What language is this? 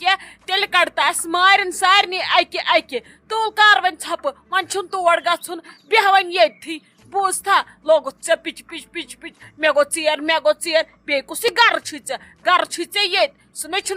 Kashmiri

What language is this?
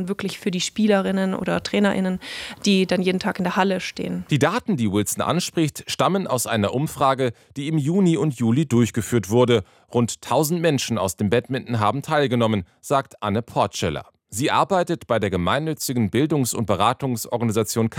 German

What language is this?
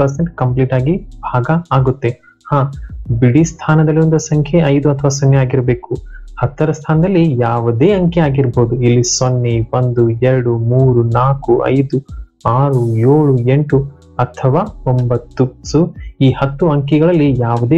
Kannada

